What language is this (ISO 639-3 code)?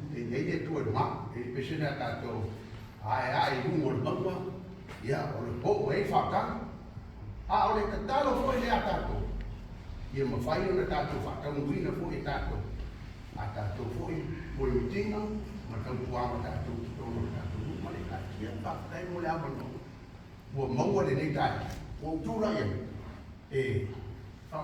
smo